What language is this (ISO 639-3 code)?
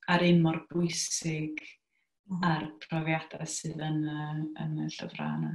cym